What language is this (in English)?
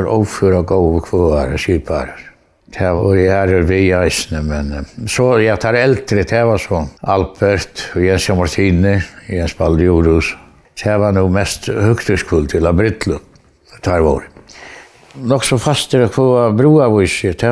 Faroese